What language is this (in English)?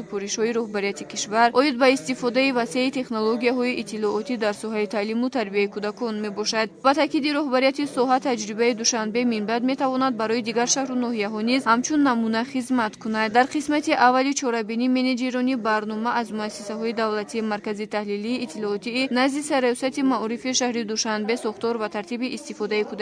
Tajik